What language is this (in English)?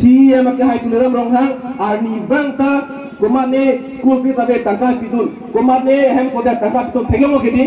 Karbi